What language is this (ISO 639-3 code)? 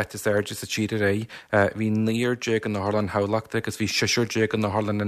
gle